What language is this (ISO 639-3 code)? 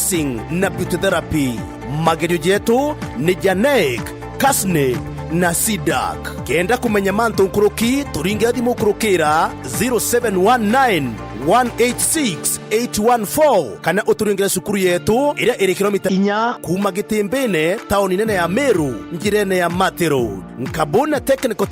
mer